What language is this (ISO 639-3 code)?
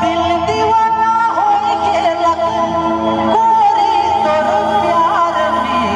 sck